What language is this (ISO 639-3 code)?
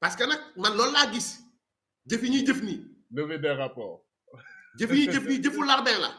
wol